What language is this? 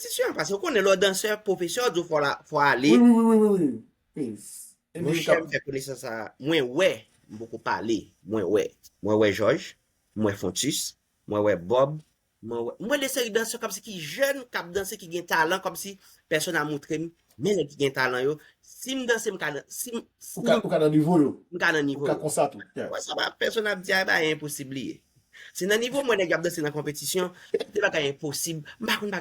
Haitian Creole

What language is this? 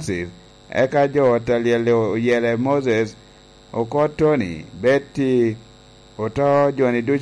Lango (Uganda)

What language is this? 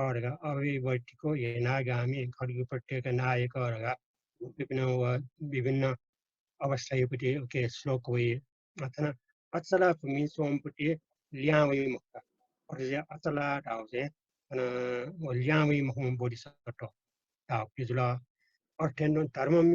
Newari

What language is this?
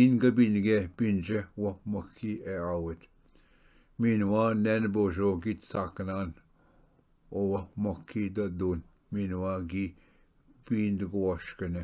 Ojibwa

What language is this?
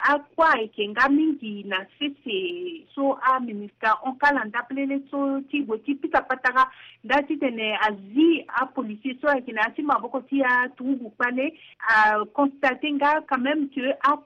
Sango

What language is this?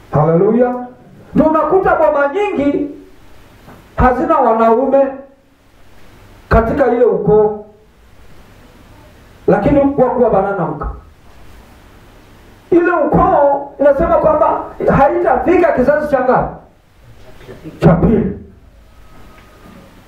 Swahili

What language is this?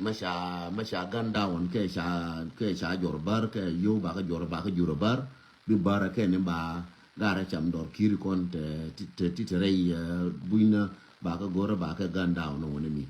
Nuer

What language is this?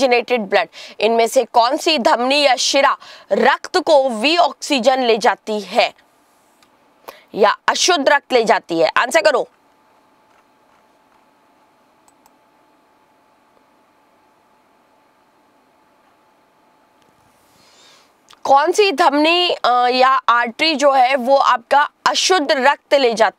Hindi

